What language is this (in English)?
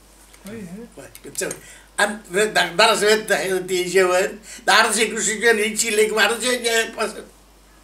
Basque